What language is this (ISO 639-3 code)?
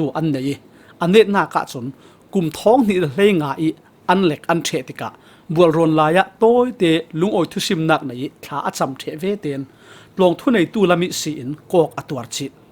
cfm